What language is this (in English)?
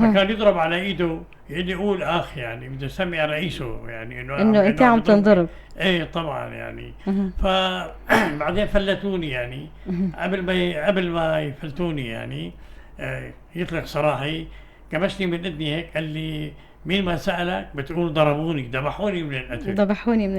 North Levantine Arabic